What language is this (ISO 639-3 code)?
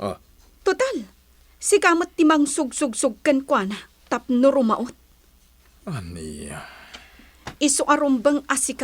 ilo